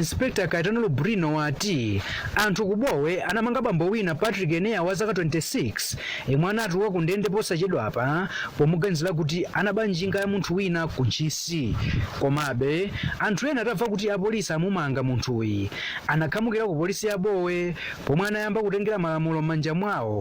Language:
Nyanja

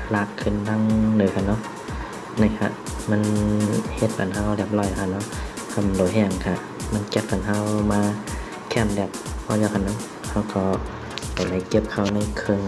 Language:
Shan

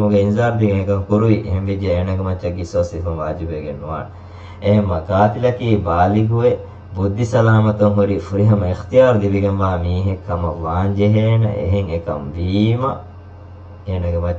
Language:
Divehi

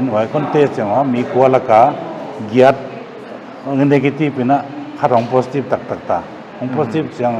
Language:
Paite Chin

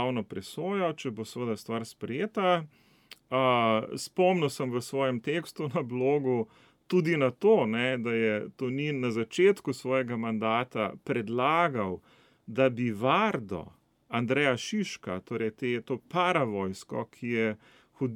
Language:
Slovenian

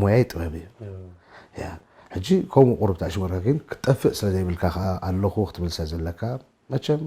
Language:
Tigrinya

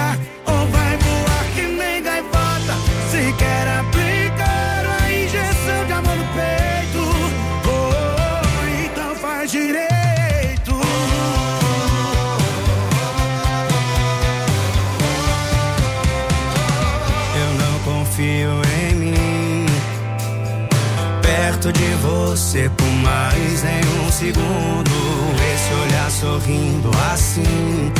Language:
Portuguese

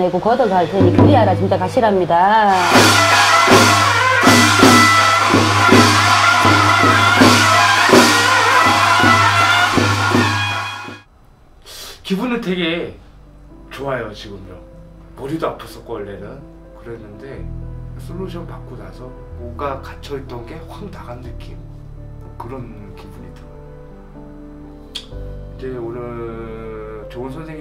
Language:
Korean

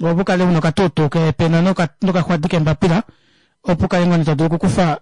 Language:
Kuanyama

